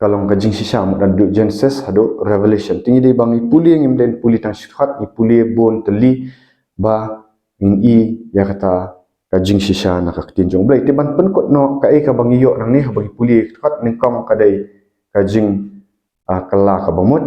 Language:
Khasi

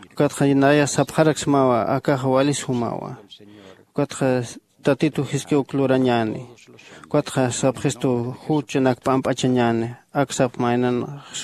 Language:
Aymara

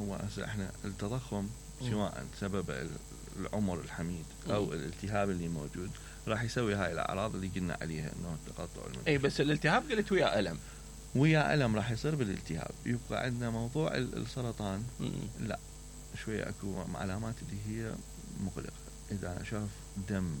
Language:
Mesopotamian Arabic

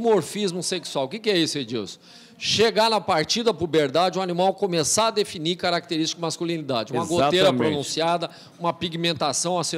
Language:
Portuguese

